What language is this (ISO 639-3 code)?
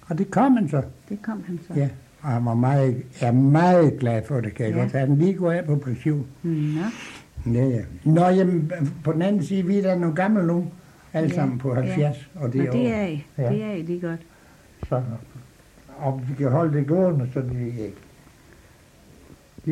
dan